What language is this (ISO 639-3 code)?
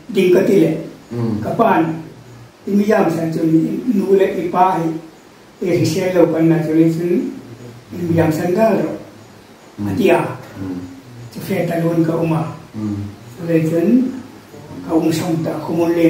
hmr